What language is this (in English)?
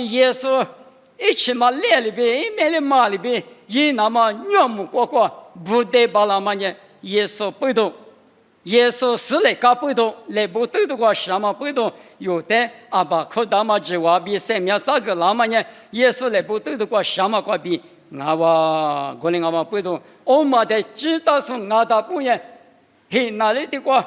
Lisu